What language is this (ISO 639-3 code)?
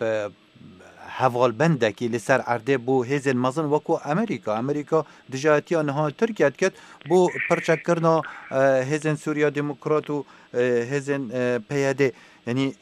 kur